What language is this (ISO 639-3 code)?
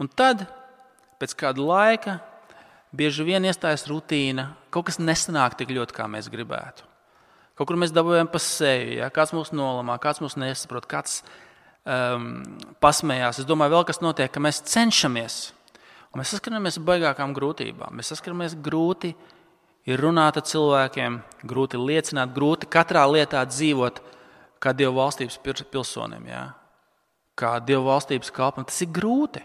lav